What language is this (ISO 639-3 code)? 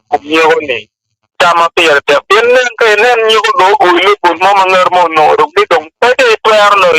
ach